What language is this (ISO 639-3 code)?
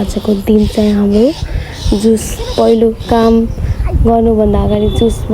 nep